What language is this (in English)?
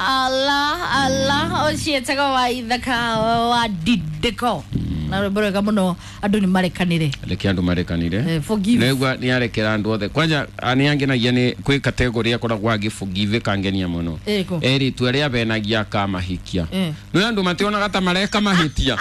Kikuyu